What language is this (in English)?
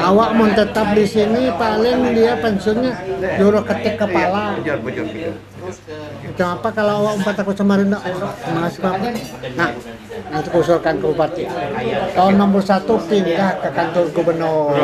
Banjar